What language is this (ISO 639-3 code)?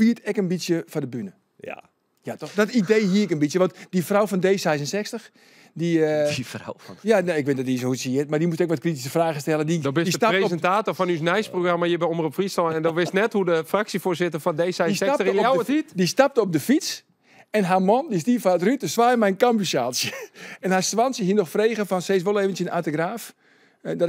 fry